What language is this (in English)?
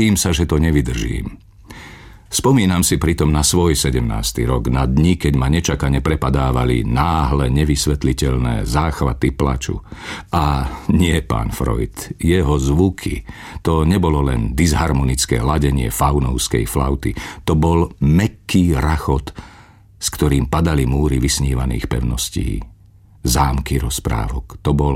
Slovak